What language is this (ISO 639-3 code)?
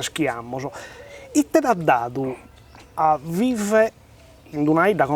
srd